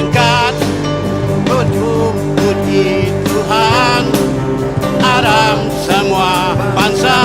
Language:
Iban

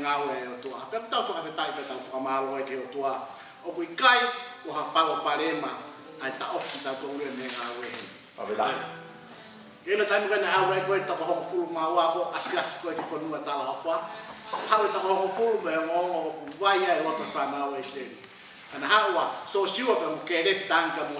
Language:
Tongan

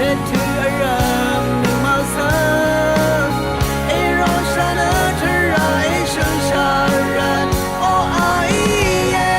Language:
Rawang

